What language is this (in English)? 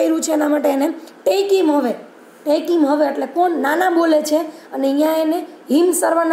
Gujarati